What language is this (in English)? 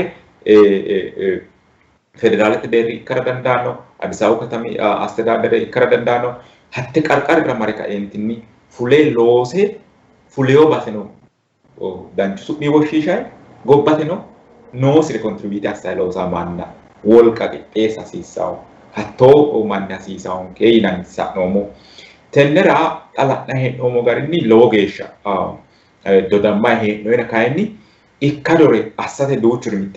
Sidamo